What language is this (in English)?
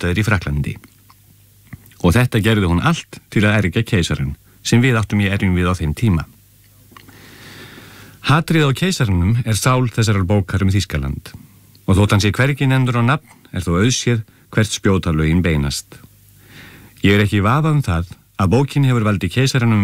Icelandic